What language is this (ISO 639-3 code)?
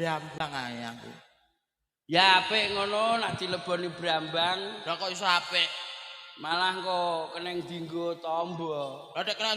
jav